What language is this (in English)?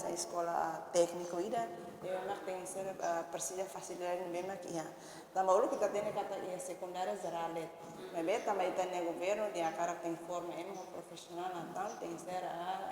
Tetum